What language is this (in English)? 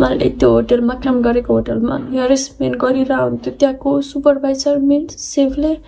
Nepali